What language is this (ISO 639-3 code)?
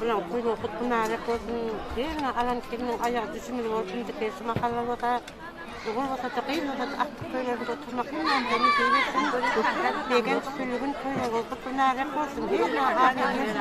tuk